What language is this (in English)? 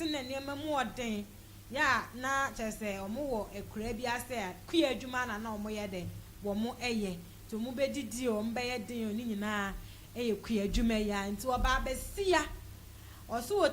Akan